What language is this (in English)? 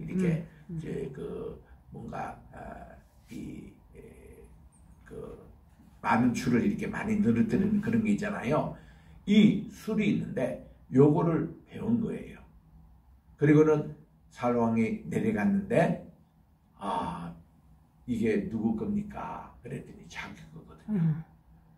Korean